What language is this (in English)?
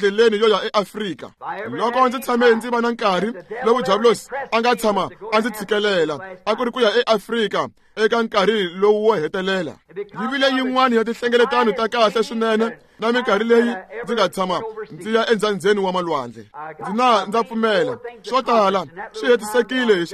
Tsonga